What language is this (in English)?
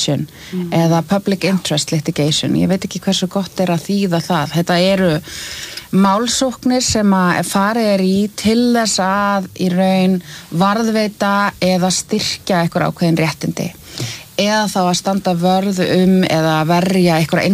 Icelandic